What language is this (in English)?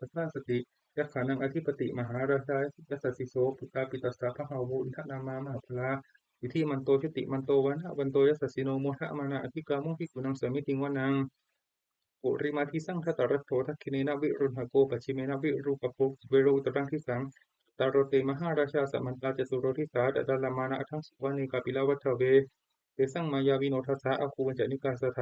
Pali